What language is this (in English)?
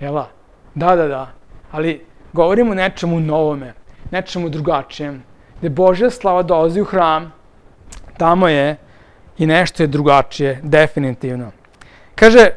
Serbian